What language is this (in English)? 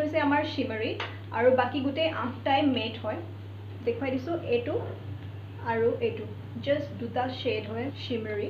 Assamese